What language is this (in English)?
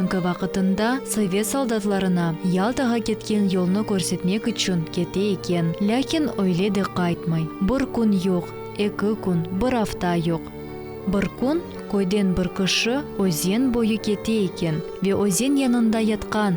Crimean Tatar